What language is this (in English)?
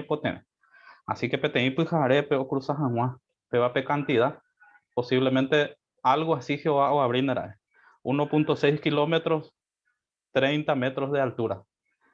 Guarani